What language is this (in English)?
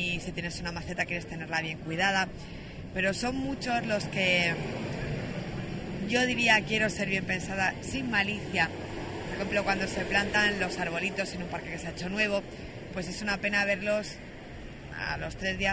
Spanish